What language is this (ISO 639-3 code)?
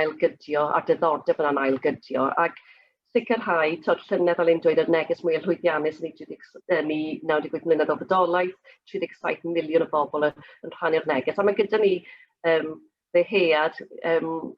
cym